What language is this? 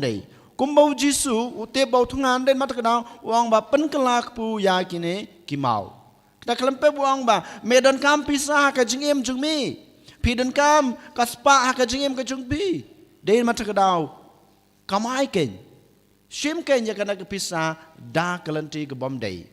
Khasi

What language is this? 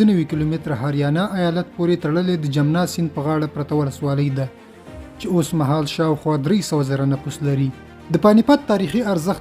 Pashto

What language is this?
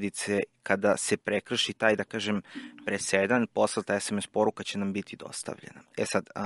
Serbian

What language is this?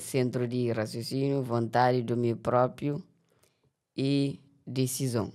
Kabuverdianu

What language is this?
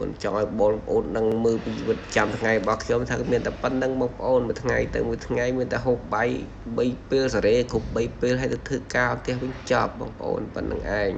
Khmer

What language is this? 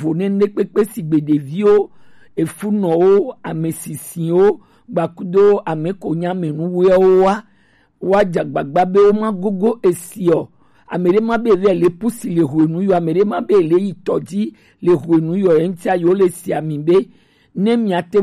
Gen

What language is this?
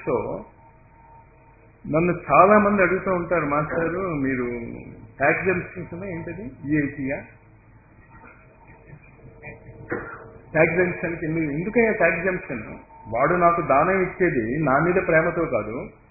Telugu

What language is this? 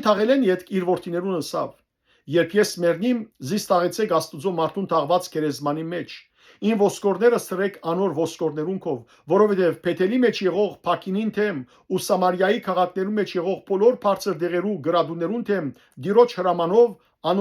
Western Armenian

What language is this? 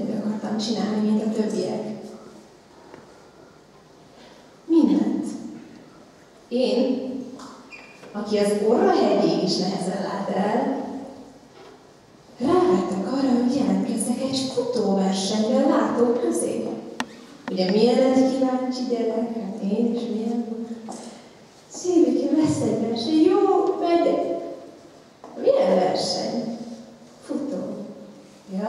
Hungarian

